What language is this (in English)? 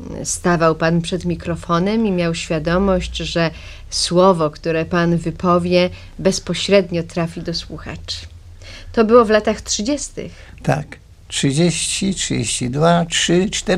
Polish